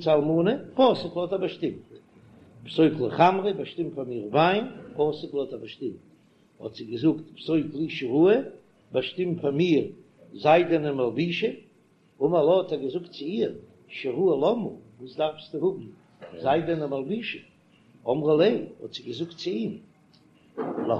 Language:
Yiddish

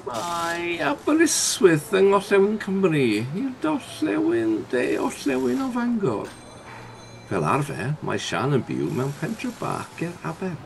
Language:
Welsh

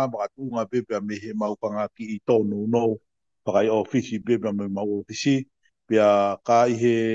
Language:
Tongan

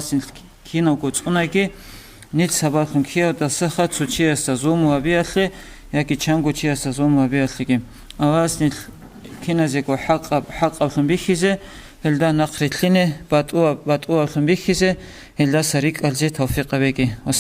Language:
Avaric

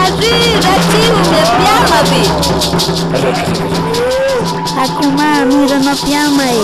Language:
Shipibo-Conibo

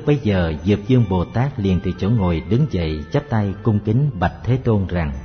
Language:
Vietnamese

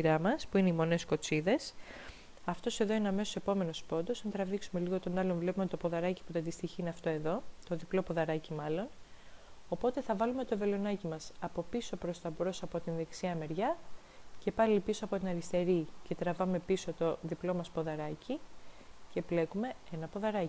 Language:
Greek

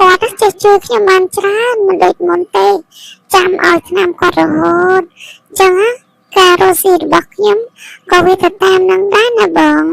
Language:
Khmer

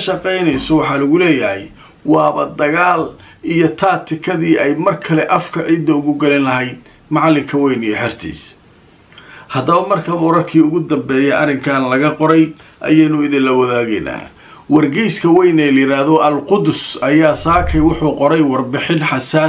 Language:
Somali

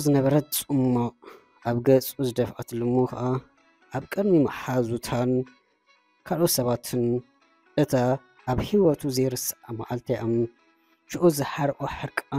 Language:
Tigrinya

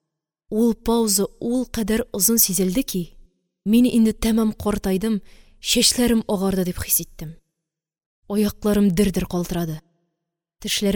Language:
Tatar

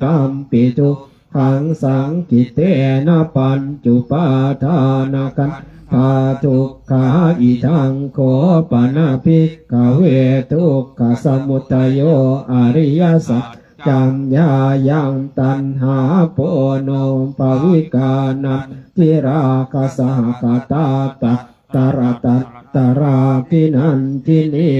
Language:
Pali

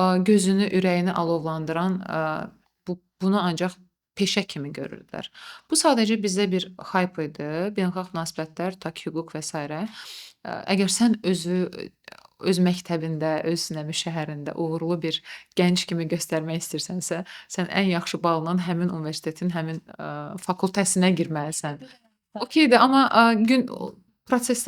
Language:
Azerbaijani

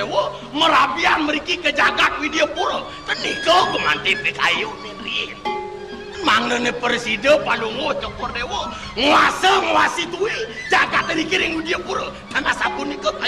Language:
Balinese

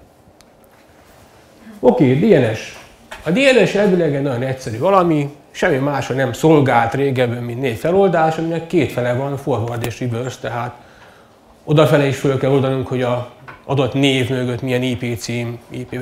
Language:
Hungarian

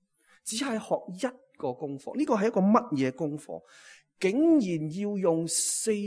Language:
Cantonese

